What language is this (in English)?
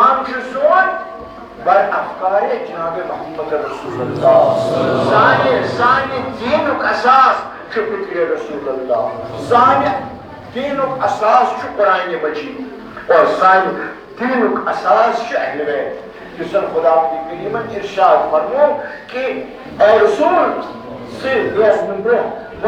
Kashmiri